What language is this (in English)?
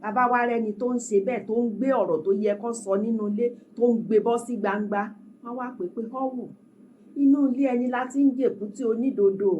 Yoruba